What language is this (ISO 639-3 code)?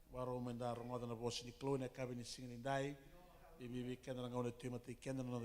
fij